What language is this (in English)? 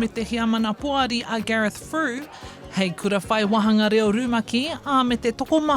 Māori